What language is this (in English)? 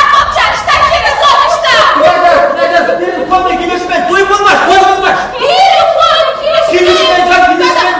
Chuvash